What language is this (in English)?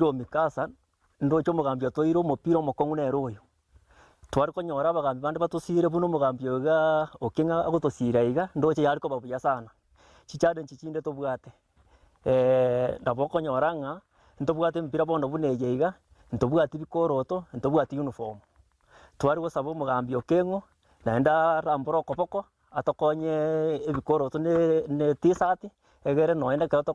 Gusii